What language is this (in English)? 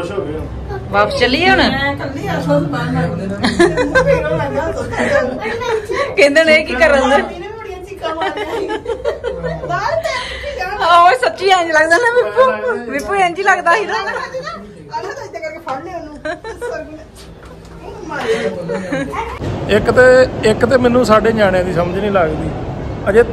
Punjabi